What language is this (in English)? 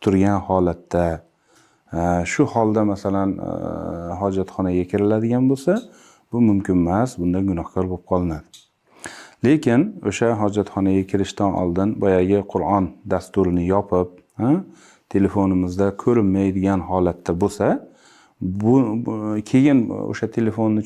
Uzbek